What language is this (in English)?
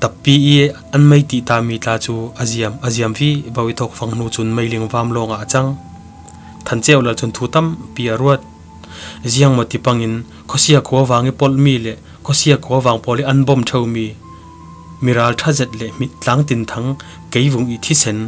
Falam Chin